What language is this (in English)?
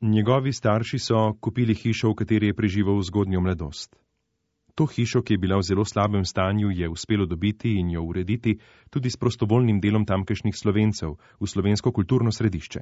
Slovenian